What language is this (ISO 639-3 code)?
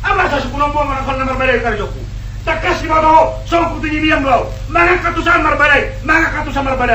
bbc